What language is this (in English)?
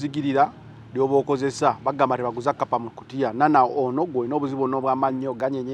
Ganda